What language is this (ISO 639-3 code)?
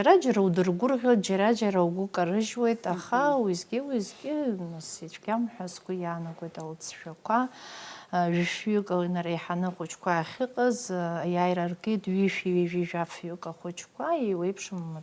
abk